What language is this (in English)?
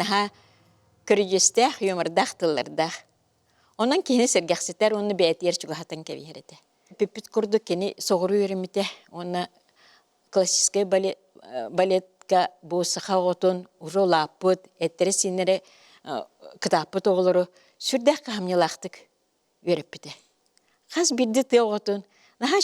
Yakut